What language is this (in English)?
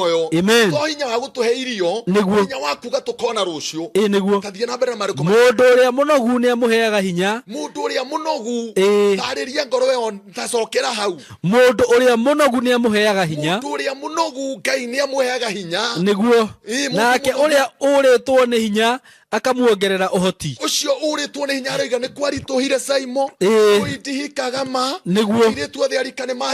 Kikuyu